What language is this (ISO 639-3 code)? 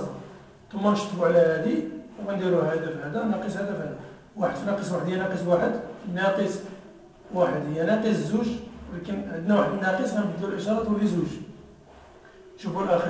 ary